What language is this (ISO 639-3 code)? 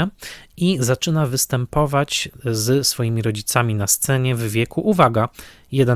pol